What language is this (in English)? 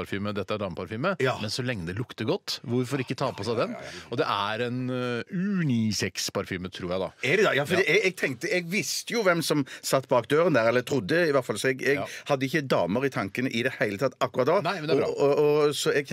Norwegian